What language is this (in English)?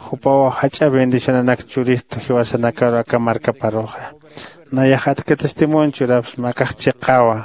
Aymara